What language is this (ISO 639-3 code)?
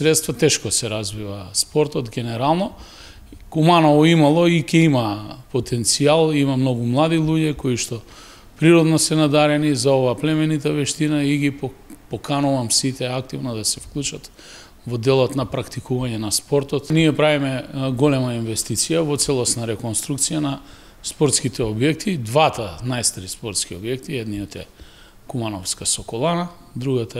mkd